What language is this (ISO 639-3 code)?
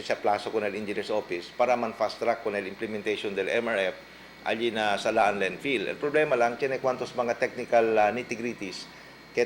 cbk